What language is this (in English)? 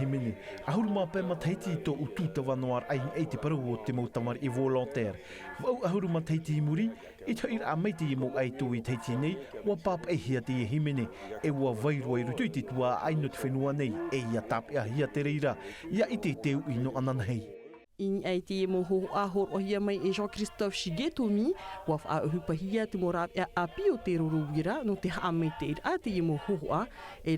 Tahitian